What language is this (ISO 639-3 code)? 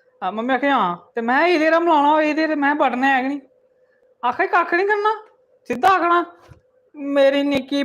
doi